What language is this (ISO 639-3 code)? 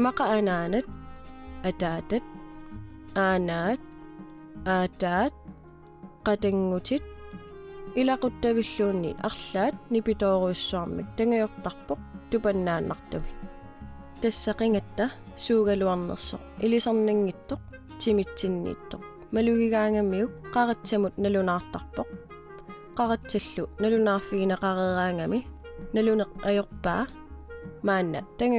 kal